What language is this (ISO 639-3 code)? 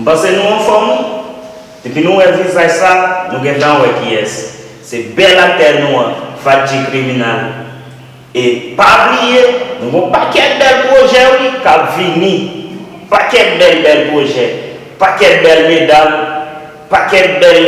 hat